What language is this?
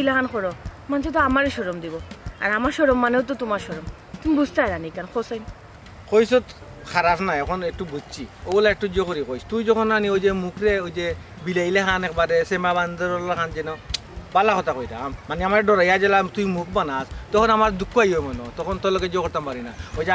Sylheti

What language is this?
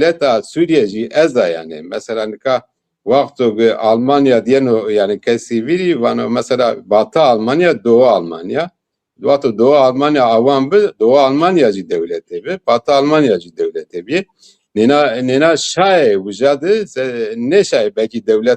Zaza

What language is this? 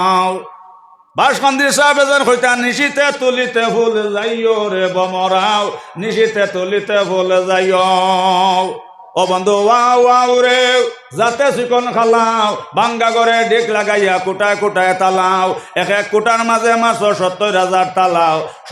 Sylheti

